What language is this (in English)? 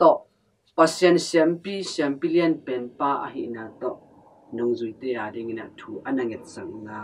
Tedim Chin